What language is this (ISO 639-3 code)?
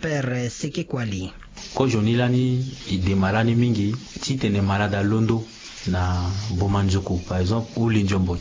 sag